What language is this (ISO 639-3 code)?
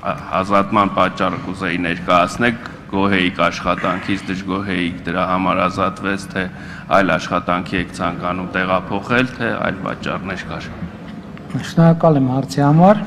hye